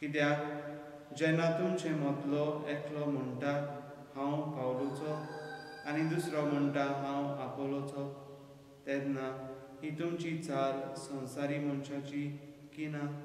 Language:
Konkani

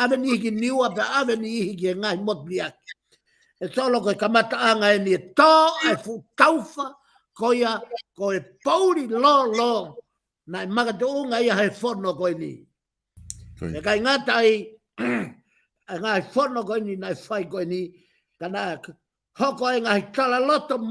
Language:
Tongan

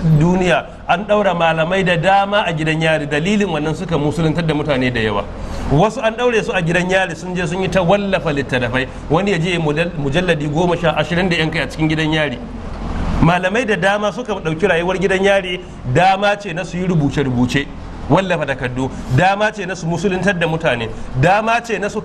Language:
Hausa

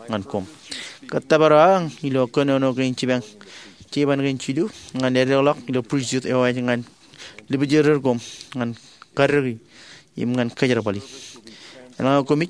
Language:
Marshallese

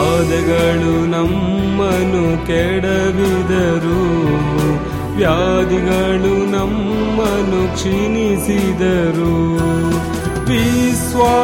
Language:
Kannada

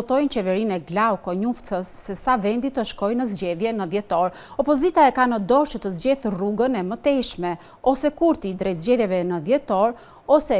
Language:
Albanian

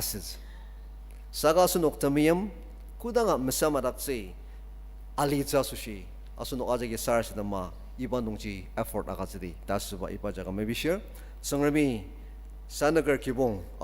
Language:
Ao Naga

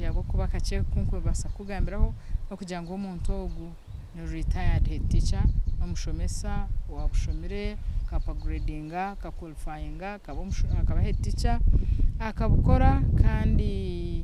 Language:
Nyankole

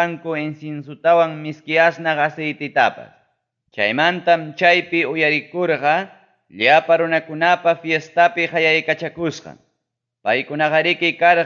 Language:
Ayacucho Quechua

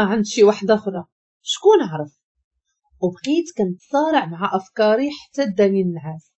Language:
Moroccan Arabic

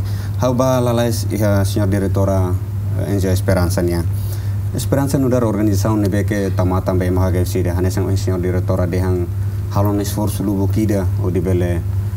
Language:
Tetum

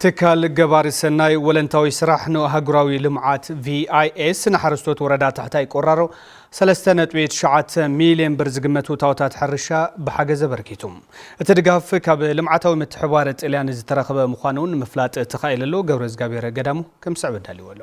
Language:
Tigrinya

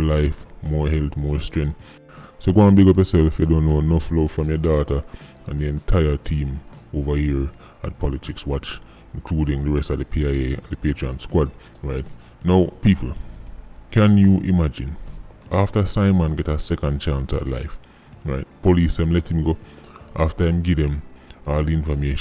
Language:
Jamaican Creole English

